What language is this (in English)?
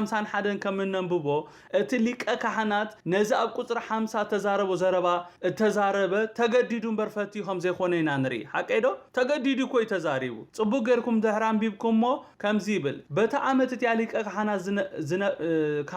Tigrinya